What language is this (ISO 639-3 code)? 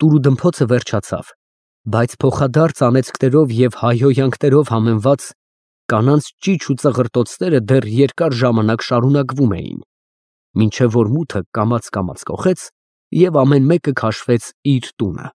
hye